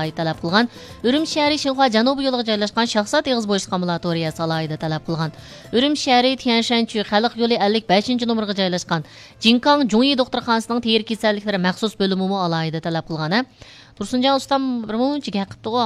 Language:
Uyghur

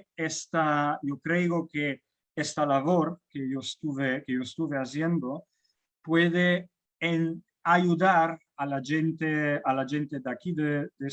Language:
Ladino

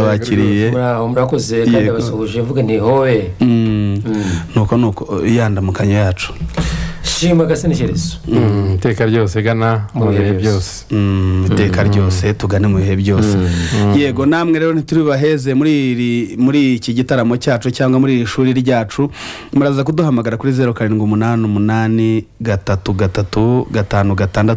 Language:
Kinyarwanda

